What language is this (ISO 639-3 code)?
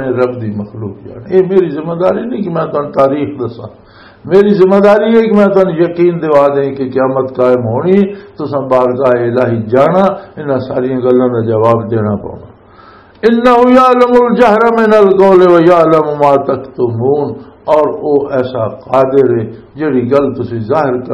lah